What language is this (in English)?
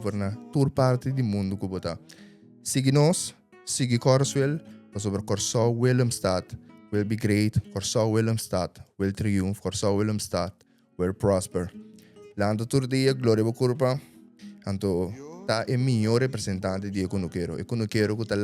Papiamento